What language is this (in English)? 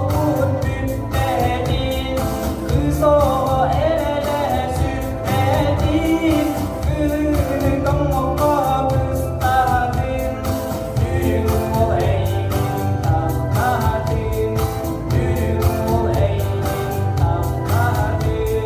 Yakut